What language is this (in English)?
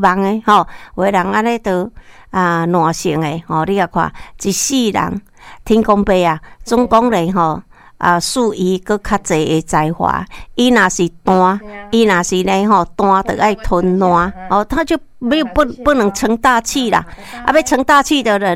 Min Nan Chinese